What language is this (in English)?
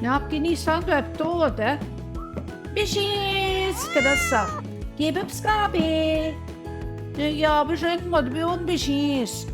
Central Ojibwa